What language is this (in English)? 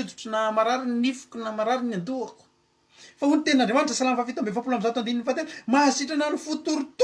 Malagasy